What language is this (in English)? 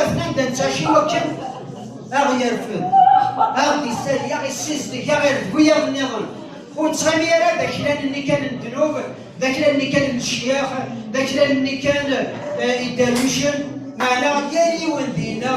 Kabyle